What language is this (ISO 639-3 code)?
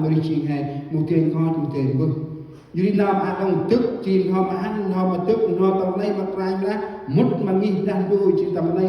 cmo